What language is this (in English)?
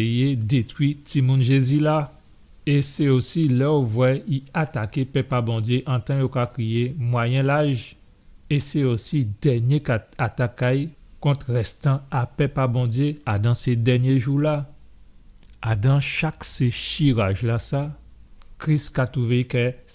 Guadeloupean Creole French